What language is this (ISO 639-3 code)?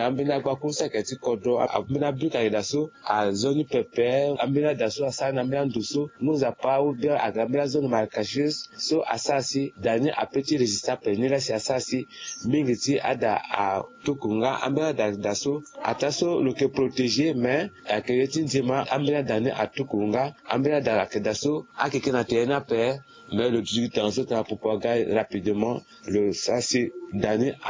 sag